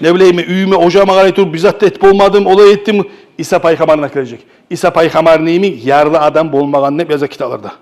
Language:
Kumyk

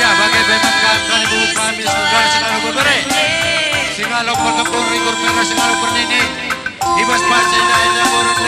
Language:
Batak Karo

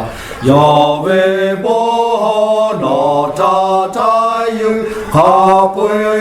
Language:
Lahu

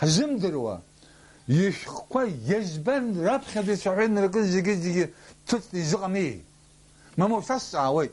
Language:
Abkhazian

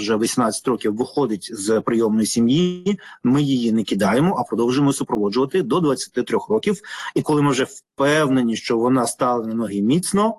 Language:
Ukrainian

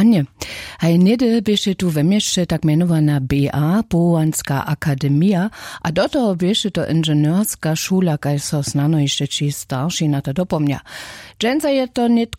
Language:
Upper Sorbian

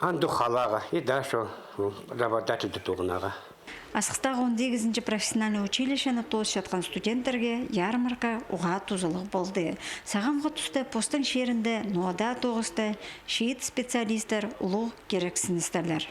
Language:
Khakas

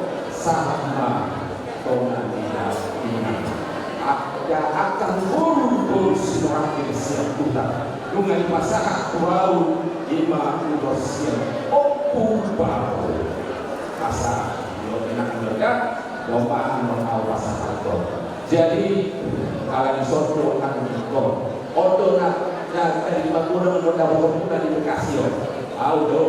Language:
Batak Toba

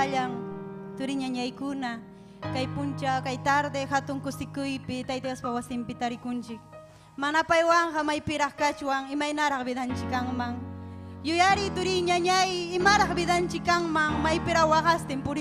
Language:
Ayacucho Quechua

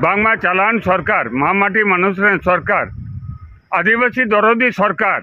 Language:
Santali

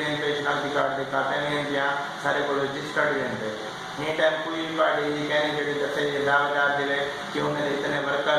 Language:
Saraiki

